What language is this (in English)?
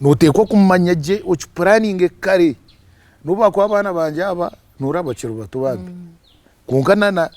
Nyankole